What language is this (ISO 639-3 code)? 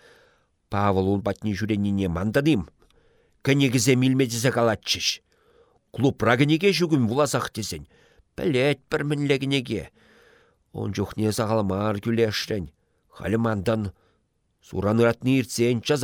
chv